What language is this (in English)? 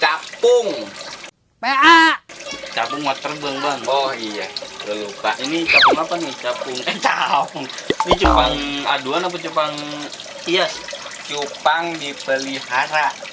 Betawi